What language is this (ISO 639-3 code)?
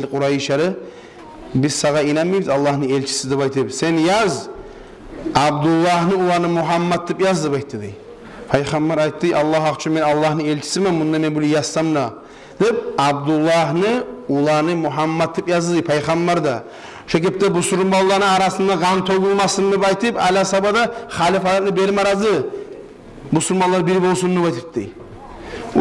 kum